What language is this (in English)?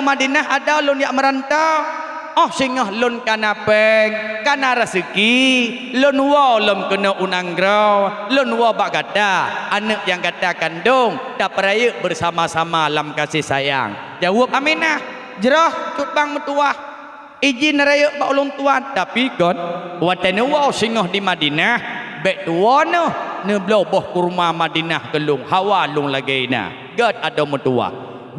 Achinese